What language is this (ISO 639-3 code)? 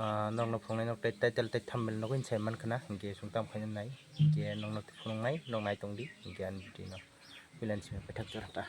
trp